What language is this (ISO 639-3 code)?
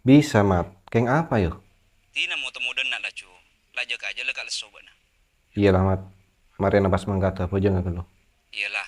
mad